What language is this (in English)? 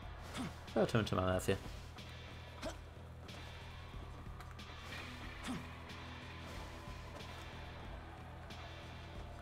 Polish